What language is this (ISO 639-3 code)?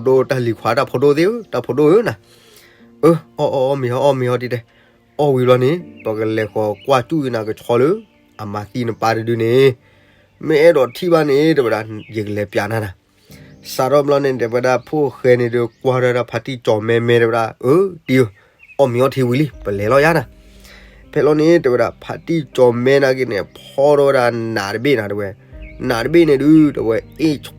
ksw